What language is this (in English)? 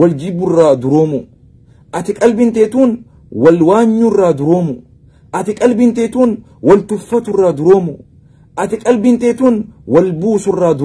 Oromo